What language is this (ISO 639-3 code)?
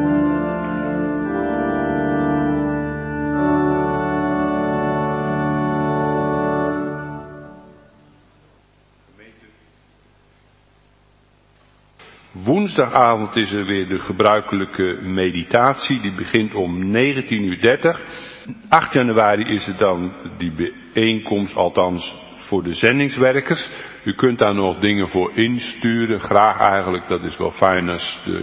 nld